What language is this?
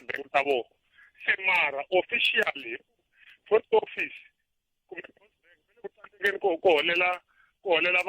Tsonga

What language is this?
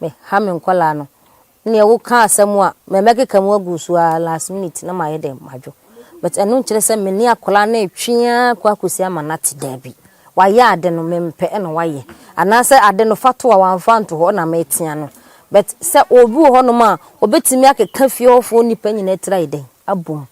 Akan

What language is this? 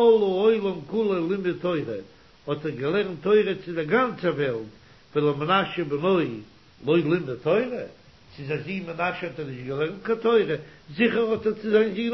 Yiddish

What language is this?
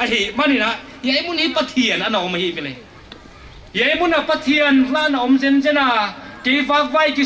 Paite Chin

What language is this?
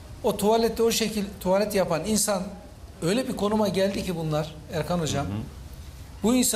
Turkish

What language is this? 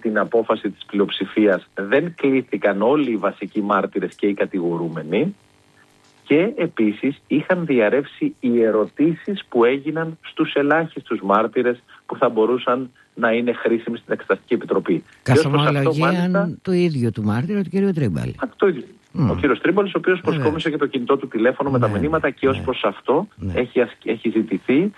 Greek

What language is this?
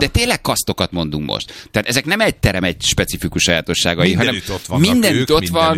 Hungarian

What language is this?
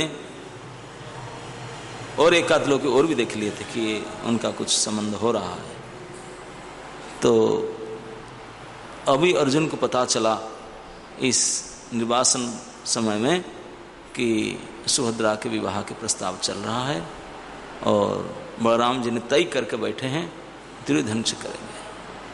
Hindi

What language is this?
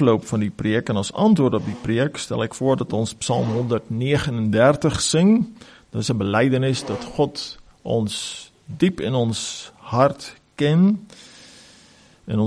Afrikaans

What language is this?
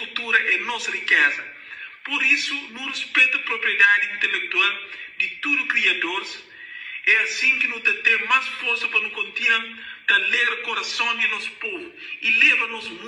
Kabuverdianu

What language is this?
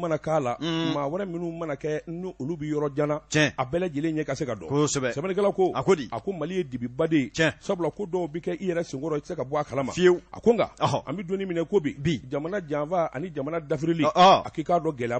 Bambara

